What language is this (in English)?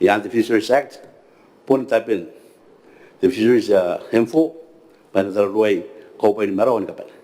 Gilbertese